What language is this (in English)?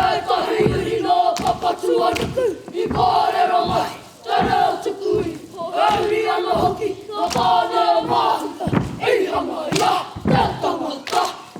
Māori